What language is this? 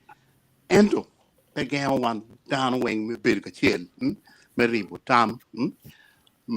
Acoli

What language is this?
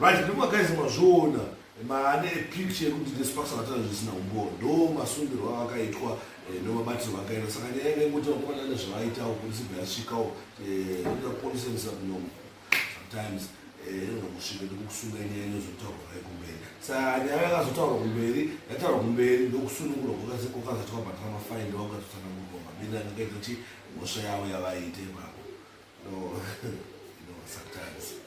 Shona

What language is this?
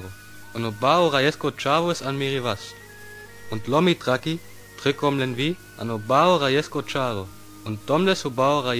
Sinte Romani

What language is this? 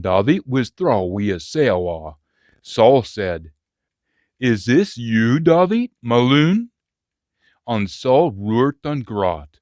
Scots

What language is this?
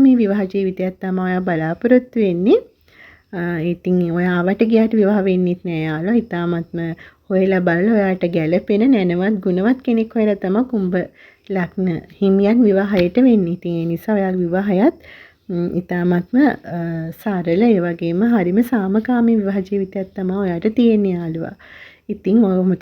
Sinhala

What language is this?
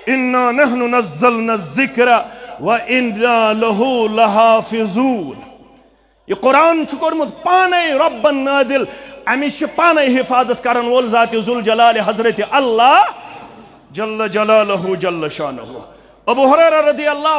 Kashmiri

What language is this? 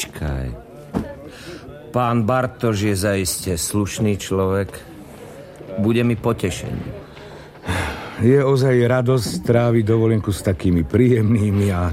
Slovak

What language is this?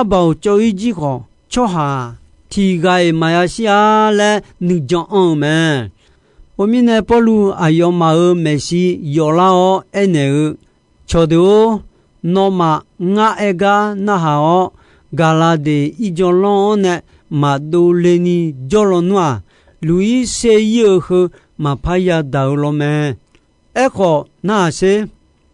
Akha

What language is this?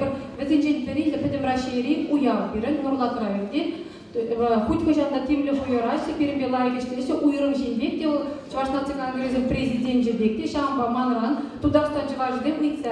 Chuvash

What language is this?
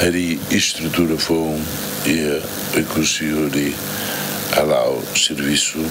Tetum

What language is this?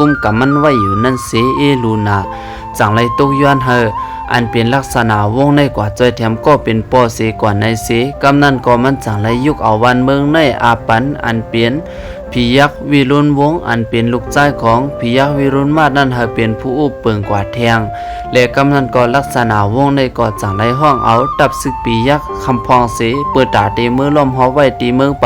Shan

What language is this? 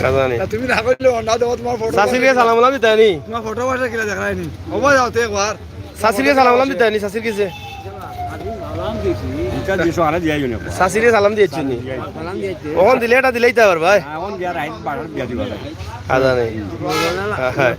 Sylheti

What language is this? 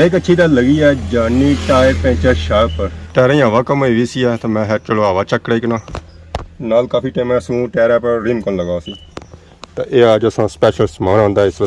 Pahari-Potwari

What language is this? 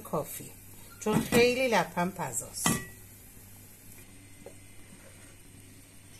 Persian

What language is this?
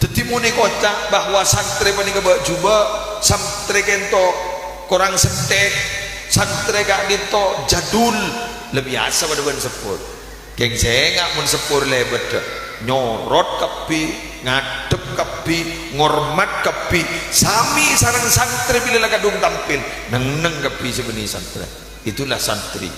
Madurese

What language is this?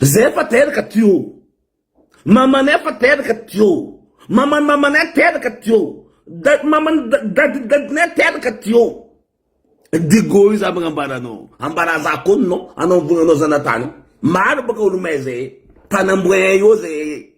Malagasy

